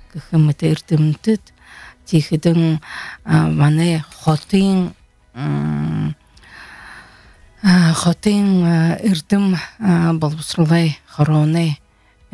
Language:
Buriat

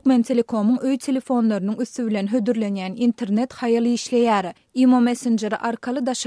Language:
Turkmen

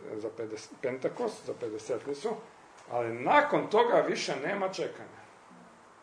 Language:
Croatian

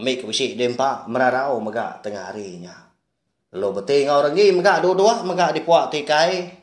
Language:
Iban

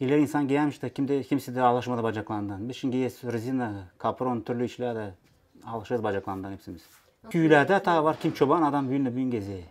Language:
Gagauz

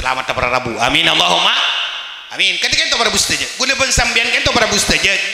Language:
Madurese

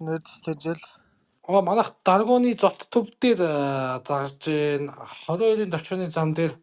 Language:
Mongolian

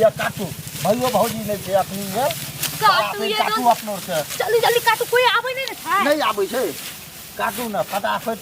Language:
Maithili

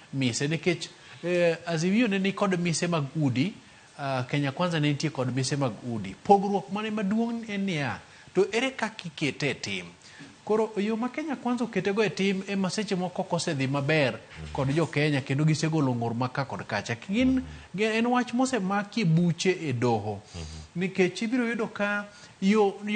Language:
Luo (Kenya and Tanzania)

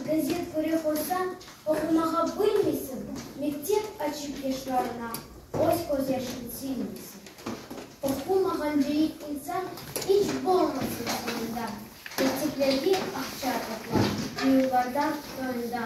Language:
Crimean Tatar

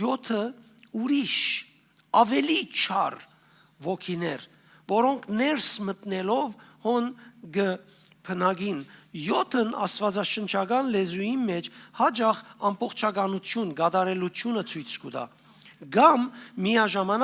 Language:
Western Armenian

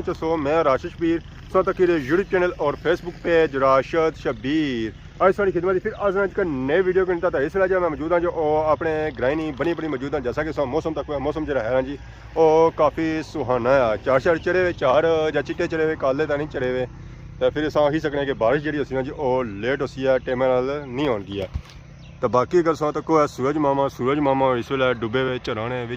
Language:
Pahari-Potwari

